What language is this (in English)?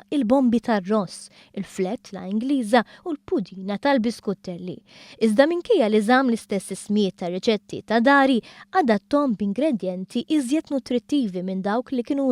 Maltese